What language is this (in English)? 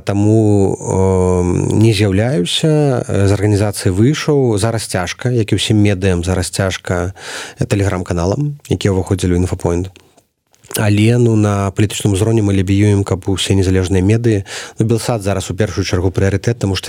Belarusian